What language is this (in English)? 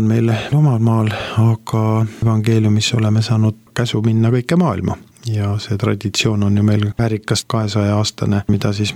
Estonian